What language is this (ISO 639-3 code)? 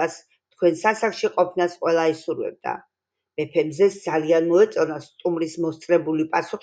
kat